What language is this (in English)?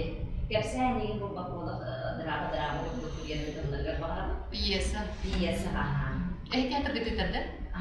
Yakut